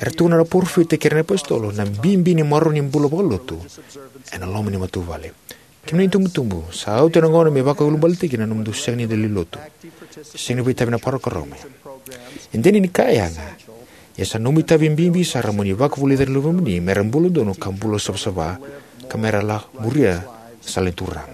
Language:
Fijian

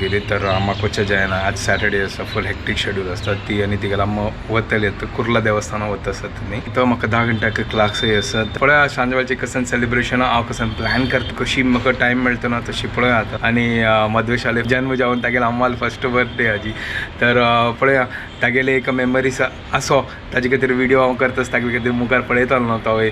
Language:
Konkani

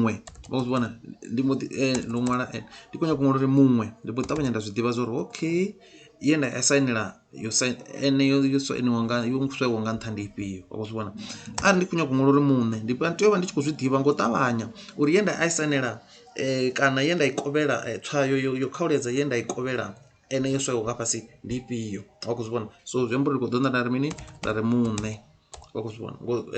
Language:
Venda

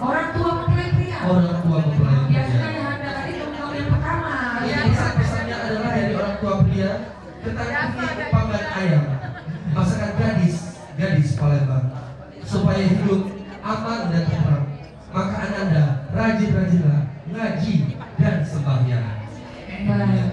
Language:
Musi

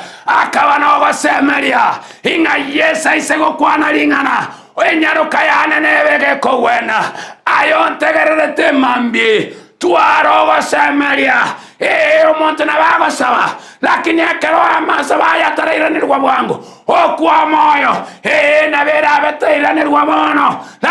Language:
Gusii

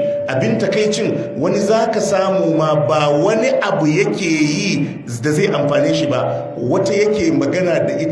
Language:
Hausa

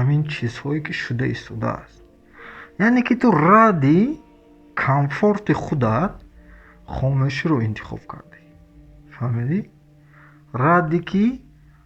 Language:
Tajik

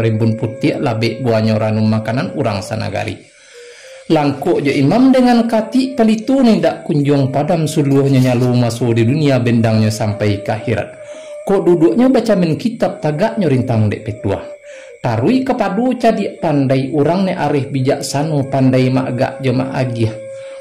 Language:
Minangkabau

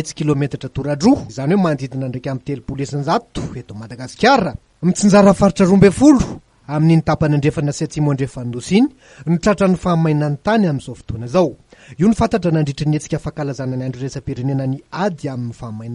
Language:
Malagasy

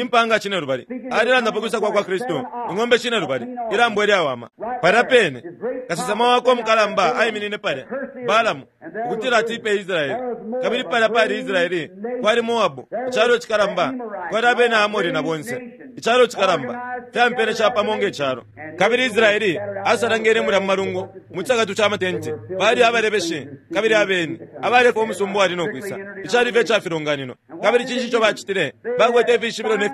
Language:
Bemba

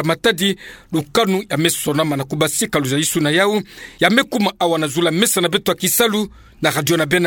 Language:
Kituba (Democratic Republic of Congo)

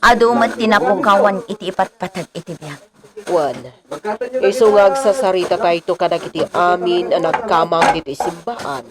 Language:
Iloko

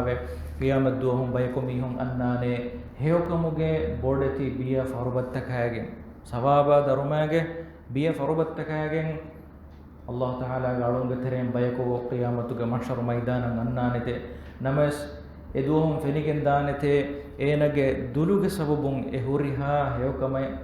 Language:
Divehi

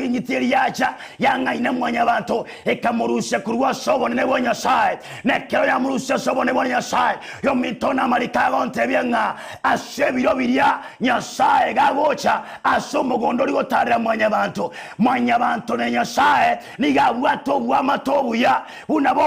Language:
Gusii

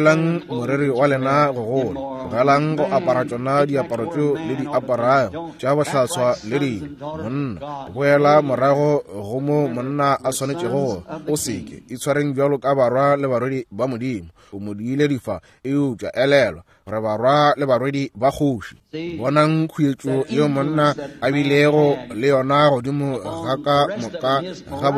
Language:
Northern Sotho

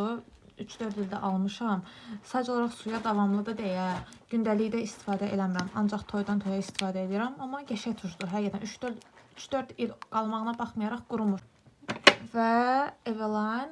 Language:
Azerbaijani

